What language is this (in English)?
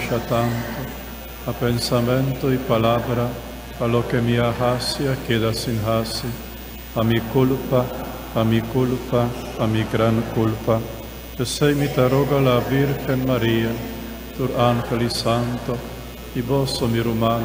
Papiamento